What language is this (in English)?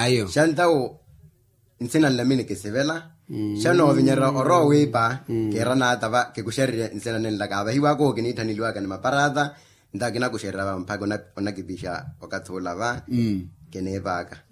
Makhuwa